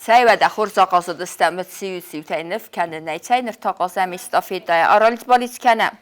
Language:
Ossetic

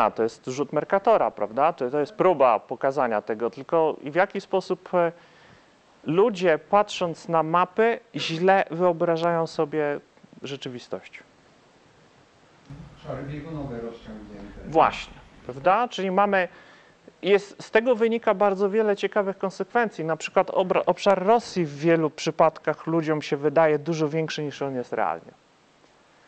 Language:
Polish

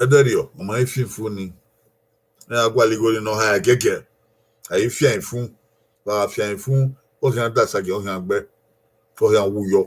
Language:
Bini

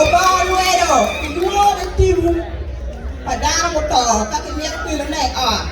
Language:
Acoli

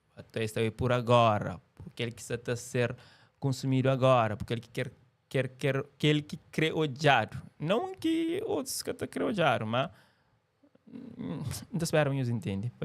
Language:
Kabuverdianu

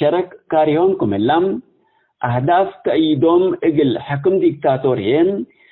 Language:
Tigre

